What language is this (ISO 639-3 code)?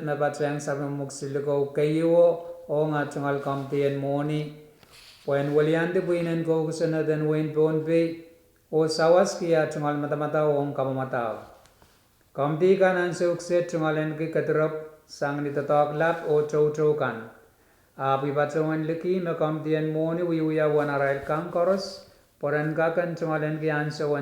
pon